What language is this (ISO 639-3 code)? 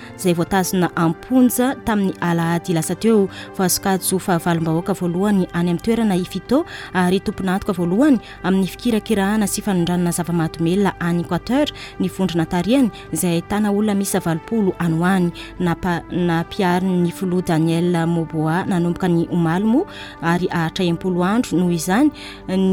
mlg